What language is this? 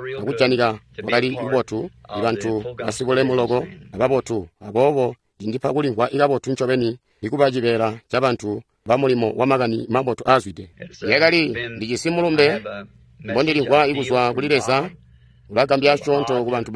Tonga (Zambia)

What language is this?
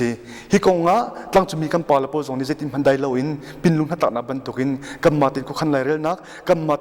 Hakha Chin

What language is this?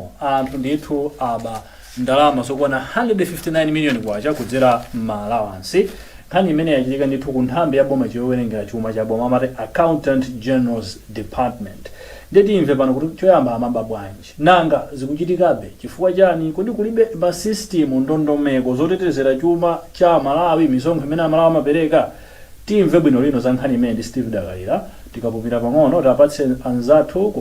Nyanja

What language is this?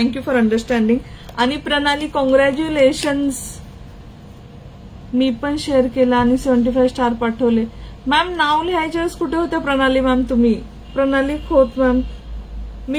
Marathi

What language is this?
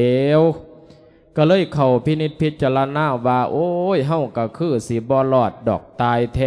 Lao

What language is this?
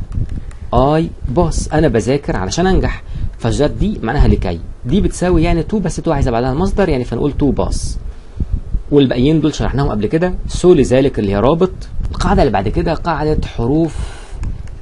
Egyptian Arabic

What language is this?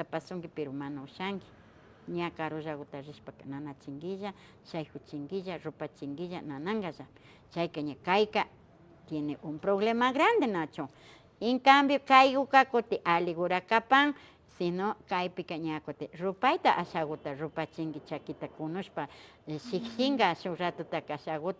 Imbabura Highland Quichua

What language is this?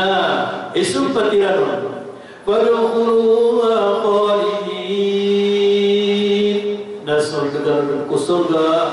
Maranao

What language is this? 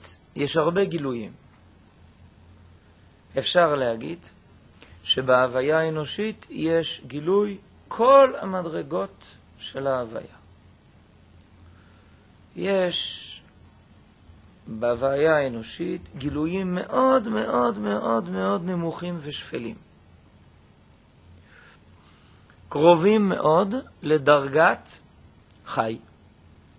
Hebrew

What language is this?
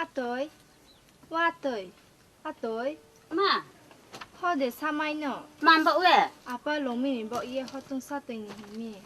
Kok Borok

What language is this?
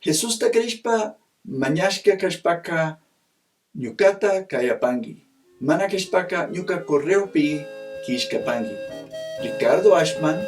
Chimborazo Highland Quichua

